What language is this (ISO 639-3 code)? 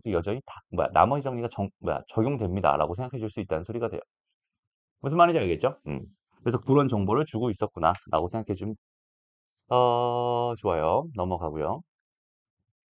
kor